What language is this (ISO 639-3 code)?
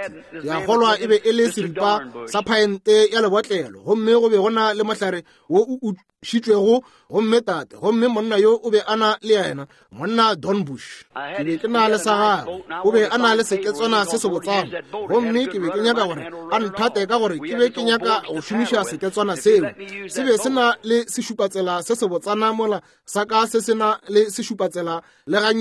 nso